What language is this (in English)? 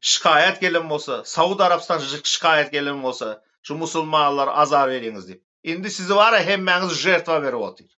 Turkmen